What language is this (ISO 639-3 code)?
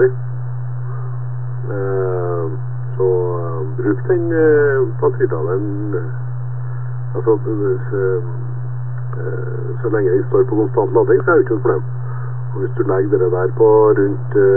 nor